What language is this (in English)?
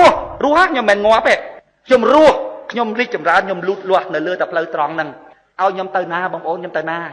Khmer